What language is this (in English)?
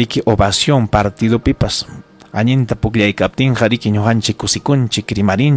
Ayacucho Quechua